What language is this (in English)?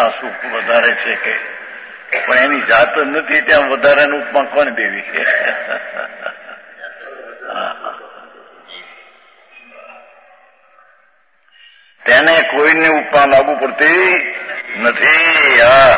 Gujarati